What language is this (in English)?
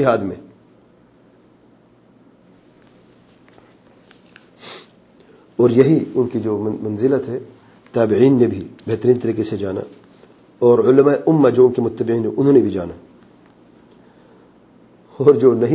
Urdu